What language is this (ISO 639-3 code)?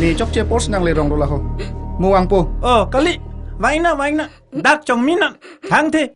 mjw